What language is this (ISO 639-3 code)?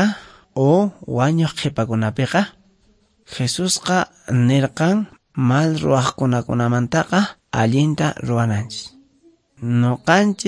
que